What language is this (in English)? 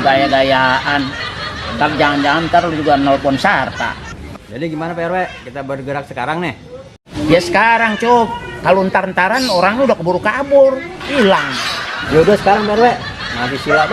Betawi